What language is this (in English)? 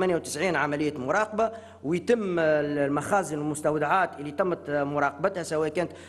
Tunisian Arabic